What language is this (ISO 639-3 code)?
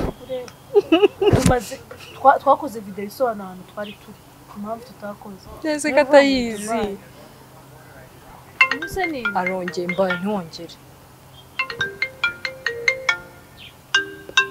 kin